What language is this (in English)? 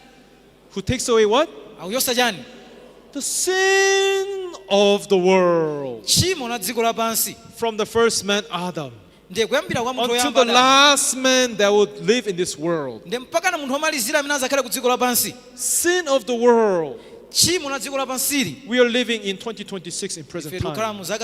Nyanja